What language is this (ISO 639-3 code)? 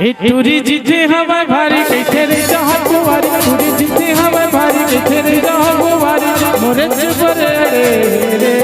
hne